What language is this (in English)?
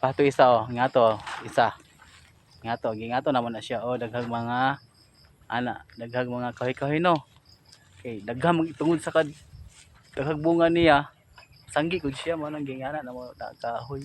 Cebuano